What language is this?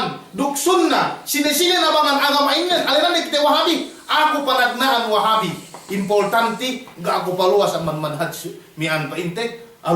Yakan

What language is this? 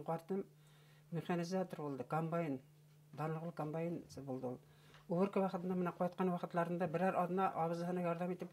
Bashkir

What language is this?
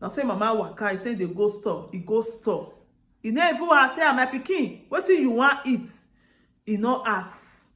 Nigerian Pidgin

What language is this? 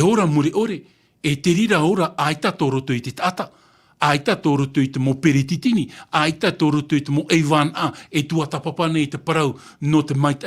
Tahitian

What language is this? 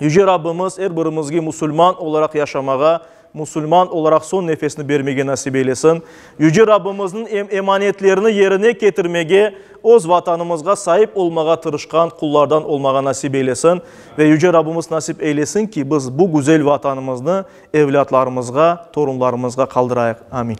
Crimean Tatar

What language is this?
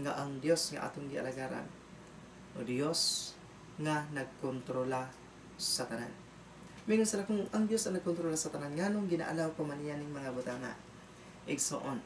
Cebuano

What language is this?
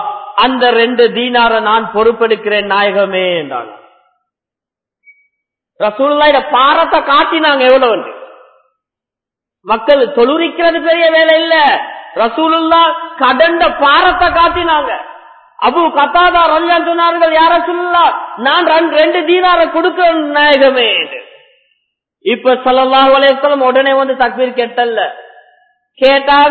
Tamil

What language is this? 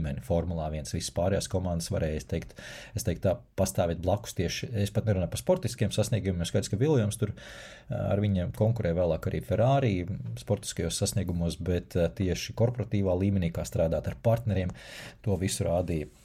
Latvian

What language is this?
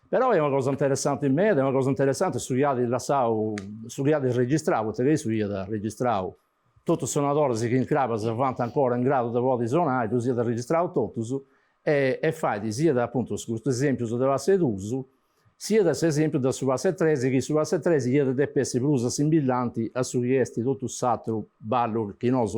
Sardinian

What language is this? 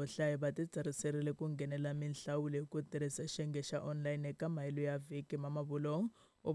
Tsonga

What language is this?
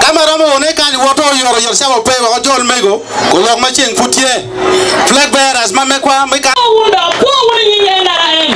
Acoli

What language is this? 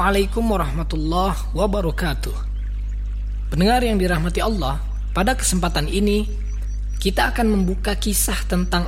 Indonesian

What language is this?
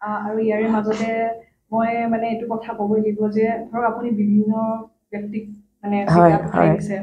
Assamese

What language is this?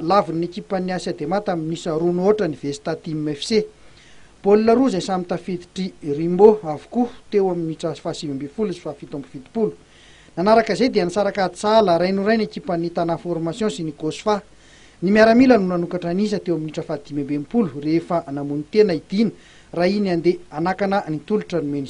Malagasy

